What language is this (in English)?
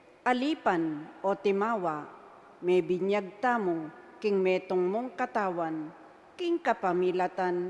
Pampanga